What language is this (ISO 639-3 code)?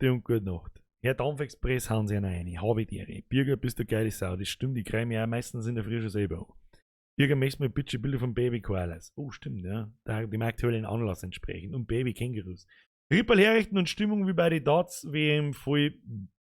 bar